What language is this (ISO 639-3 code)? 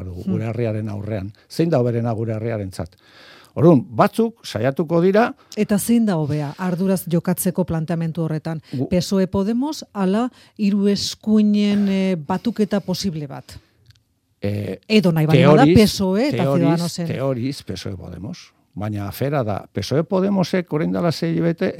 eus